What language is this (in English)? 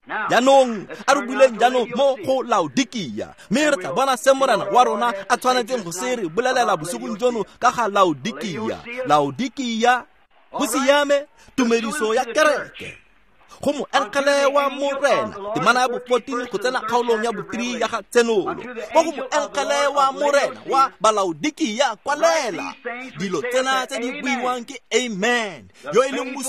Tswana